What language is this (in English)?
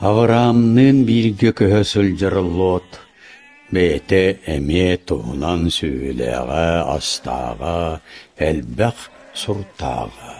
Yakut